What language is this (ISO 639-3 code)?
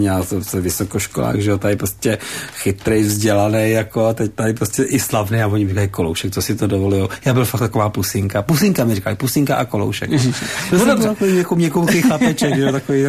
ces